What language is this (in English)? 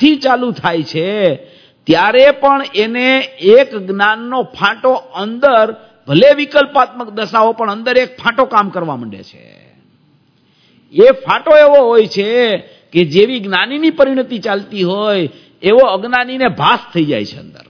Gujarati